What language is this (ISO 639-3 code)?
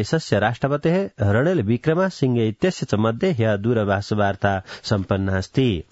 san